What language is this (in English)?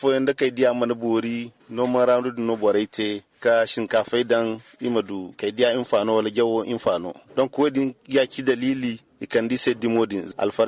Zarma